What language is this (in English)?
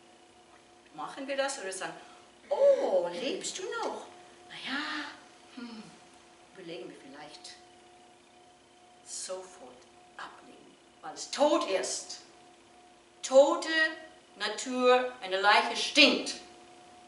German